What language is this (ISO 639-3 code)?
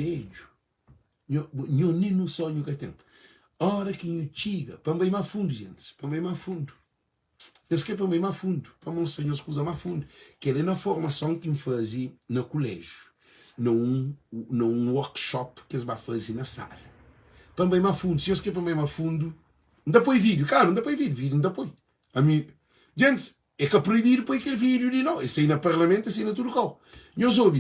kea